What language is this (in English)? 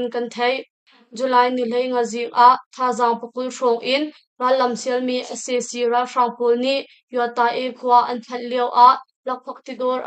Hakha Chin